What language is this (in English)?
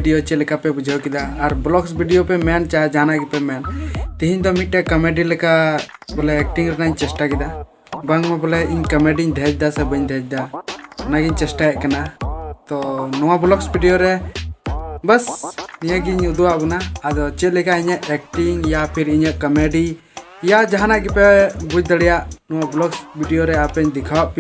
Santali